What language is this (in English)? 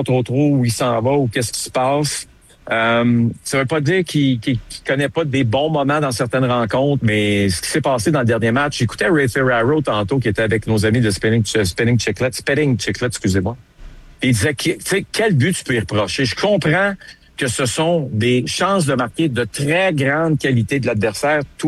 French